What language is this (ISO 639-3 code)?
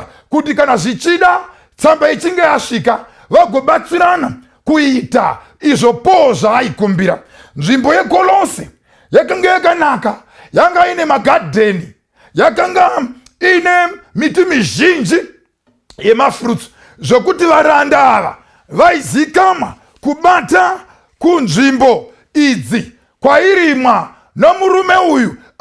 sna